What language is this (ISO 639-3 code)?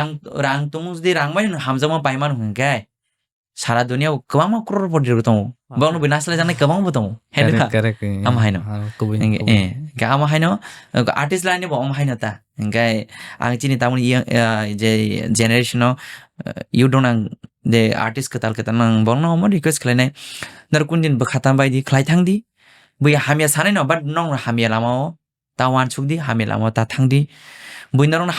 trp